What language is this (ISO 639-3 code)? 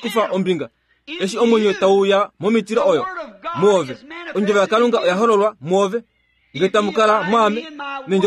kua